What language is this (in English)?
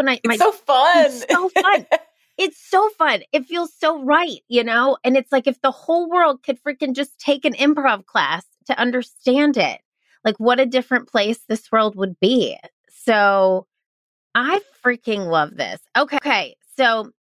English